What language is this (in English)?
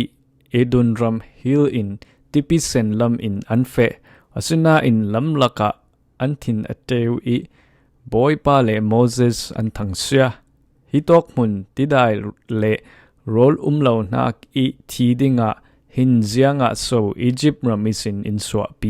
Falam Chin